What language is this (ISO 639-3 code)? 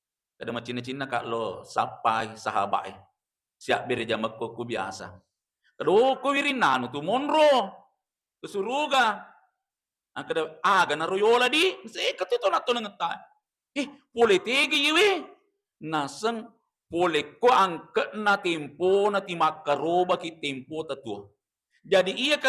bug